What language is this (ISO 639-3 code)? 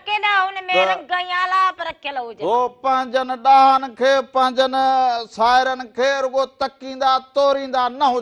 snd